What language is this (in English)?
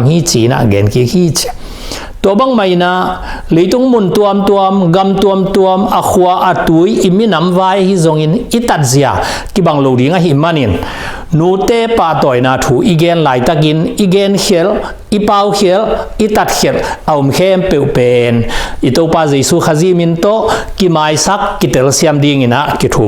Tedim Chin